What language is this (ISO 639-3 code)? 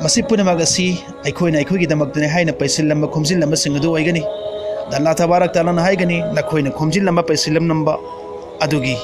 mni